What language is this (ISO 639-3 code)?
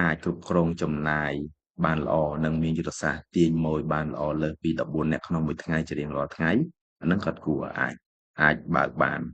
khm